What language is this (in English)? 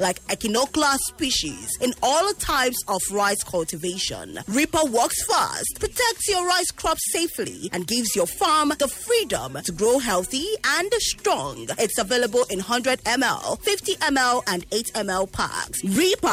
English